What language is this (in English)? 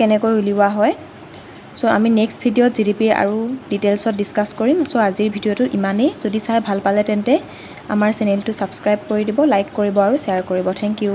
Assamese